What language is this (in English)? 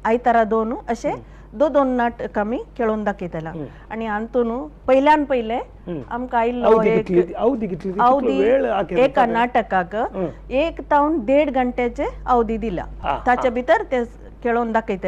Konkani